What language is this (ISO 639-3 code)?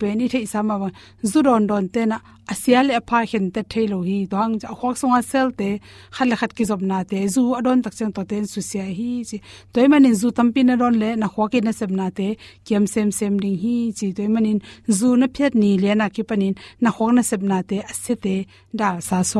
ctd